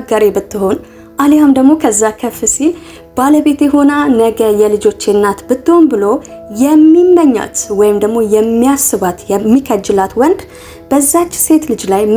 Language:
Amharic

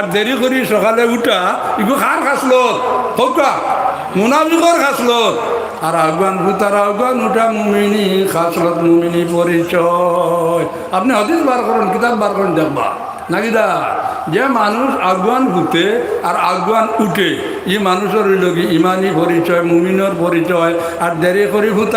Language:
Sylheti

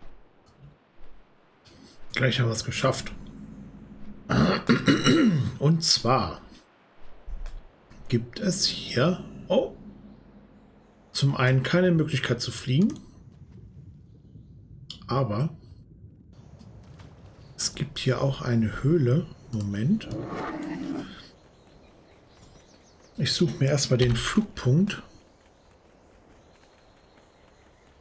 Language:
German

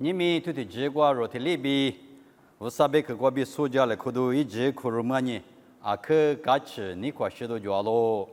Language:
Lisu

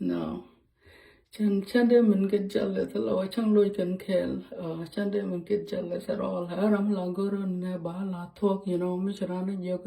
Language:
Nuer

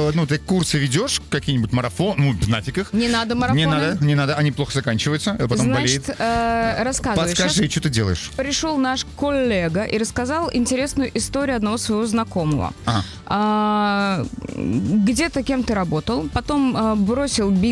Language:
Russian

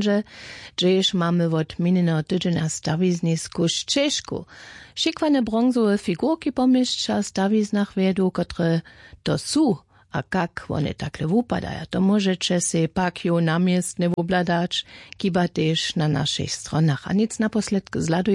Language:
Upper Sorbian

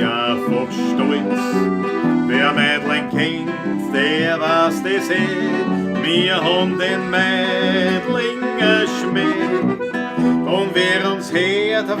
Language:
Bavarian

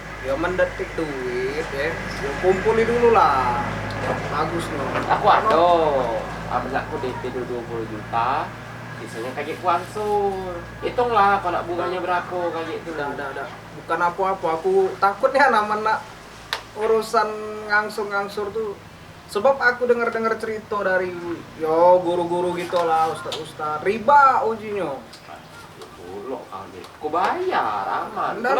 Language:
Musi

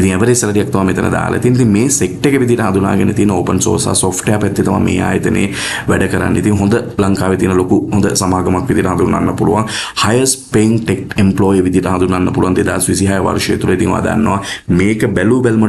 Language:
Sinhala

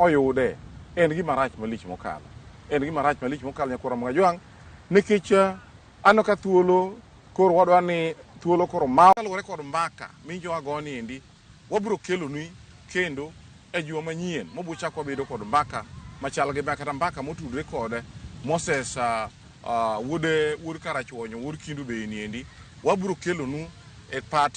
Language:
Luo (Kenya and Tanzania)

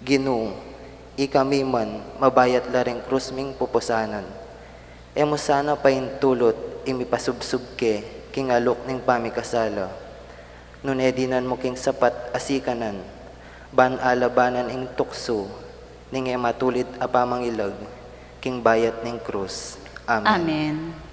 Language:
Pampanga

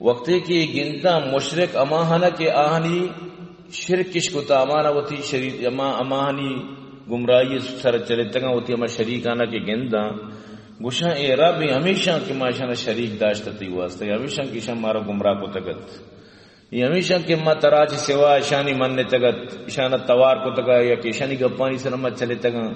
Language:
Eastern Balochi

